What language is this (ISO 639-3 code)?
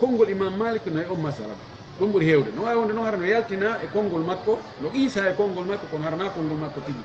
ful